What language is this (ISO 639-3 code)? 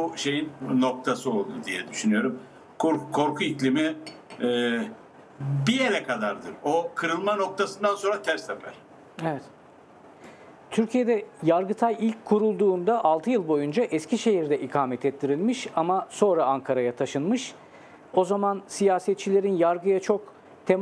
tur